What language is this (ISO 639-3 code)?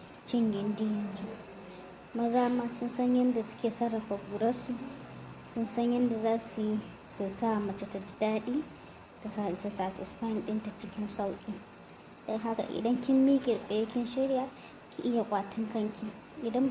hau